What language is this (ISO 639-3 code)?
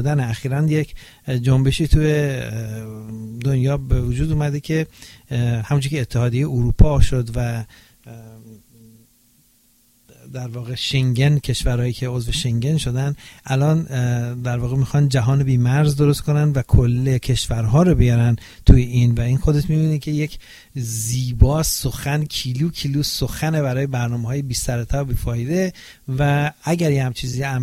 fas